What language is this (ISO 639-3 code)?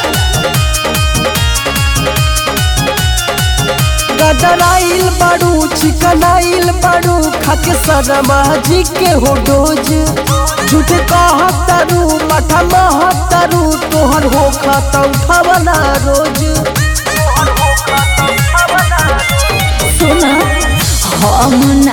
bho